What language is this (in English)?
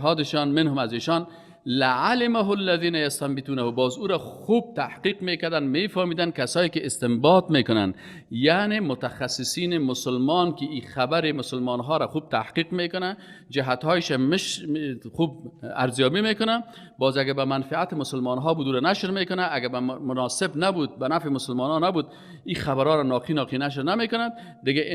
Persian